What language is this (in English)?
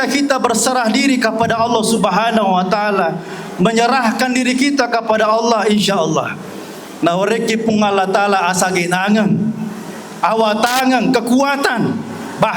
Buginese